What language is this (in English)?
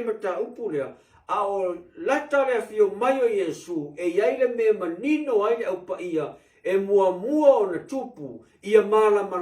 Samoan